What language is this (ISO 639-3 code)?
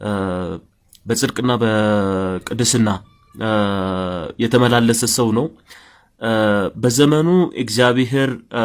amh